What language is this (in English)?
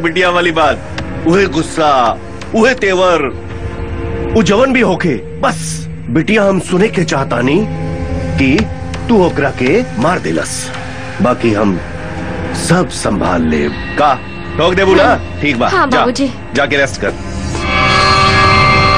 Bhojpuri